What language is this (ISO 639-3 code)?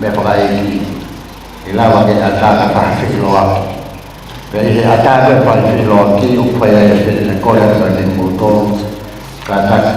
ton